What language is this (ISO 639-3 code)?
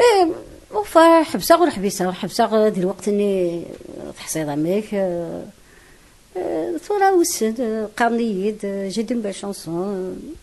kab